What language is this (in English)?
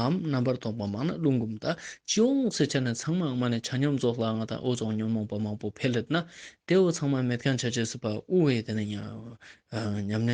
Ladakhi